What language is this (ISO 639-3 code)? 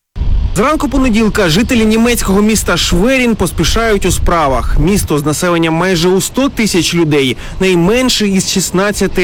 ukr